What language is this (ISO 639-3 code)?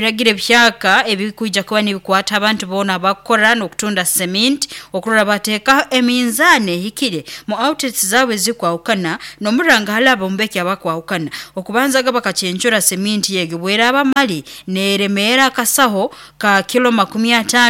nyo